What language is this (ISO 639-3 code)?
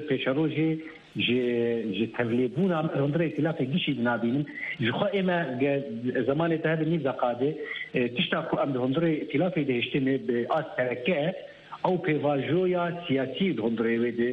kur